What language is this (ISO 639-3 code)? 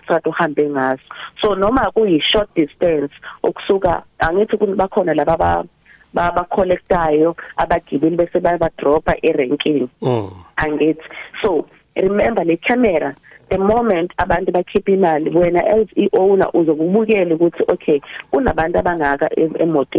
nbl